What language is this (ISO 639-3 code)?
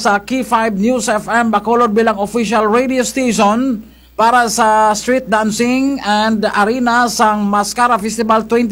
krj